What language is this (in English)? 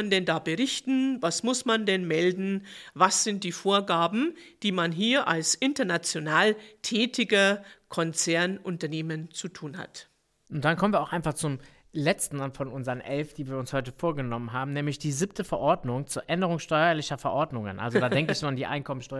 German